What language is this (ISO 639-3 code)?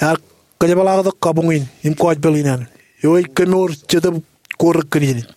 mah